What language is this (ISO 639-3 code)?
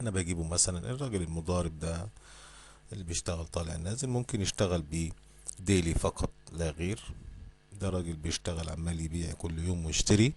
arz